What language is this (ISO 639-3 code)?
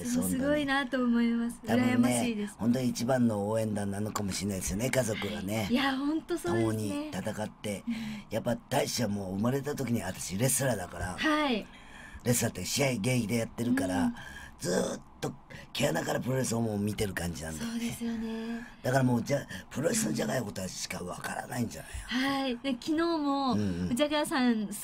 jpn